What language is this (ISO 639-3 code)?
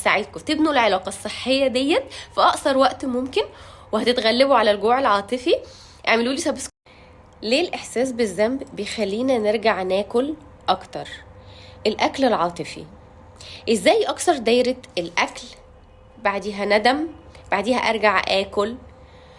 arz